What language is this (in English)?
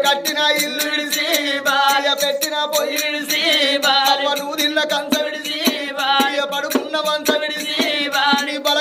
Telugu